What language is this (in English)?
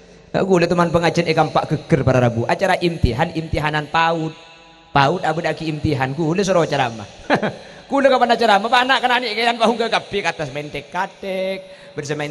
Madurese